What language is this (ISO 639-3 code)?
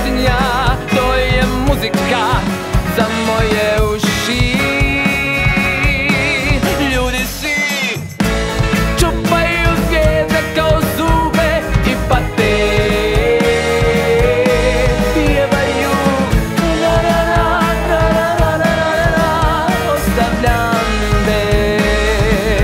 hrv